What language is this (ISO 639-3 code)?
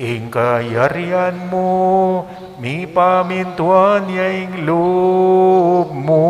pam